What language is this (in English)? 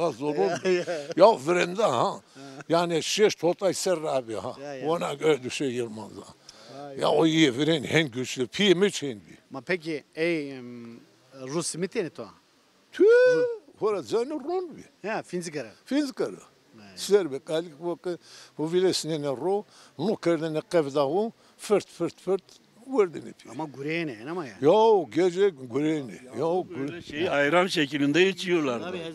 Zaza